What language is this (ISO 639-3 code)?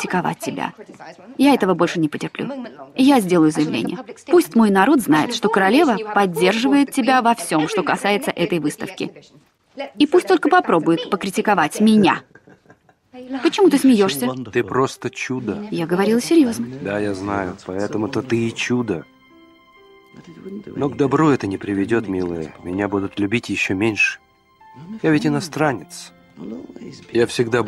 rus